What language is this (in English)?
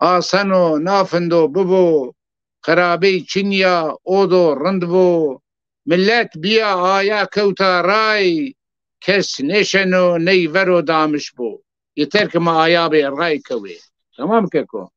Zaza